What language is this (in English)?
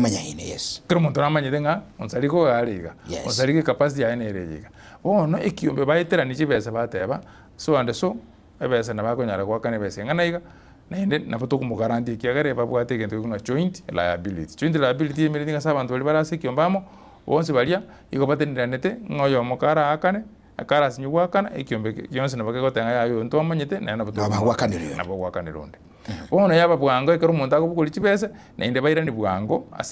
Gusii